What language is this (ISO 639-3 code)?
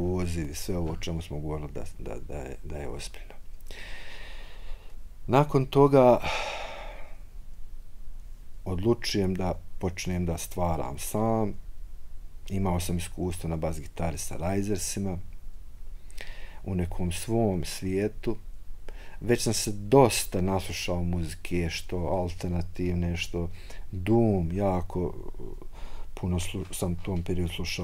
bos